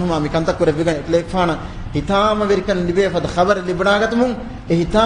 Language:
Divehi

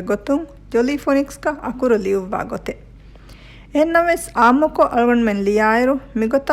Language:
Divehi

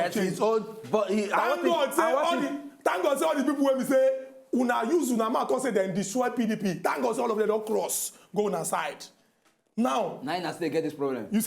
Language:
Nigerian Pidgin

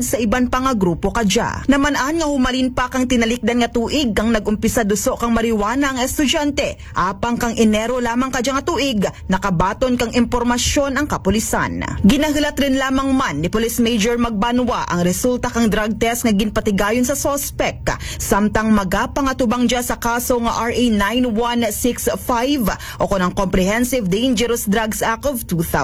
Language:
Aklanon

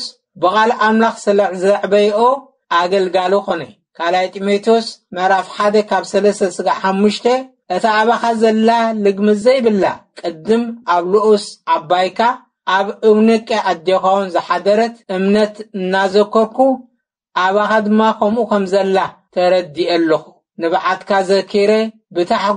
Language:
Tigrinya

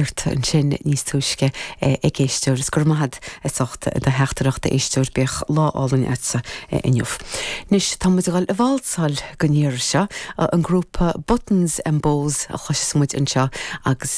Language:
Irish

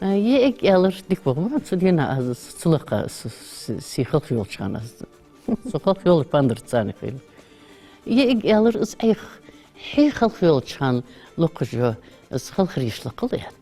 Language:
Ingush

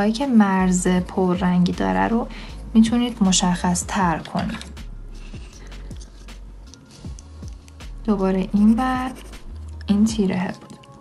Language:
Persian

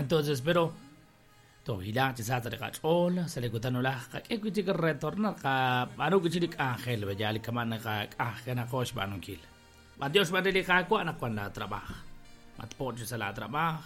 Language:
Kekchí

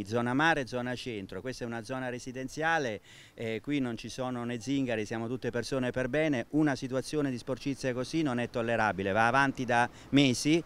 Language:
Italian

